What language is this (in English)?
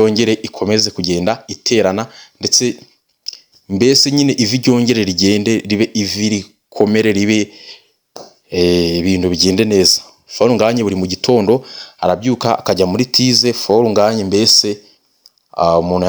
Kinyarwanda